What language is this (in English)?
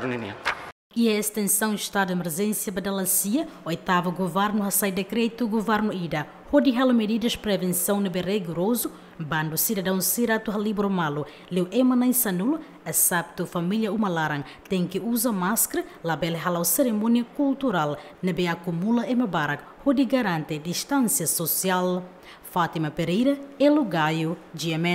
Tetum